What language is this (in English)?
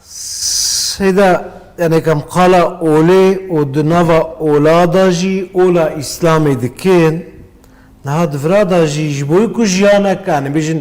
Kurdish